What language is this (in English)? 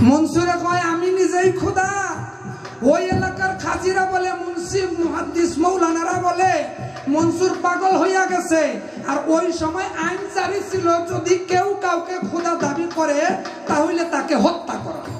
Sylheti